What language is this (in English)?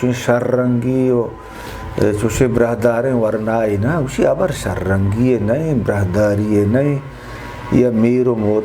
Eastern Balochi